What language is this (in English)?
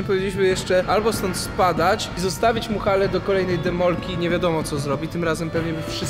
Polish